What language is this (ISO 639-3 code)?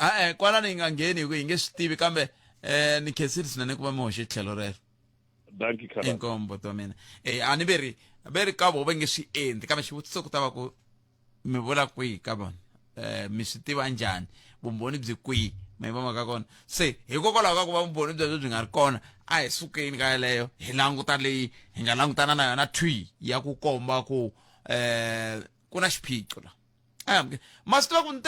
tso